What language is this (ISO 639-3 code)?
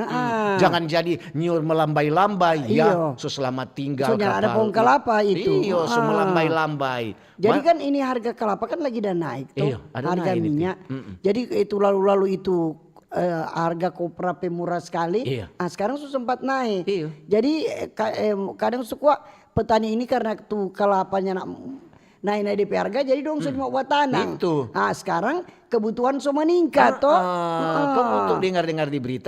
xmm